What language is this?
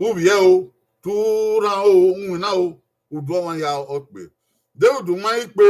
Bini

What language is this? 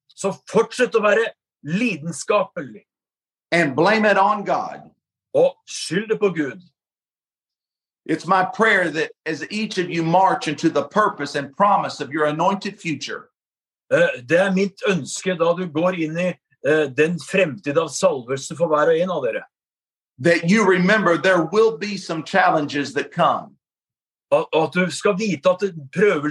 Norwegian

